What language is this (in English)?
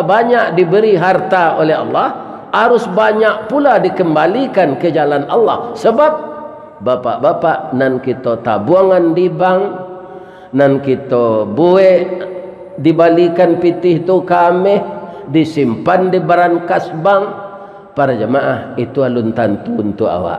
Minangkabau